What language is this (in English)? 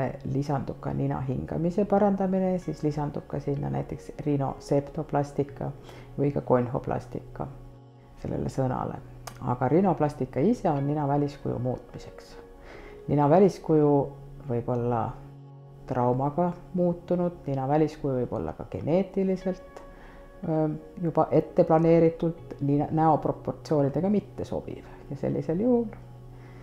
Estonian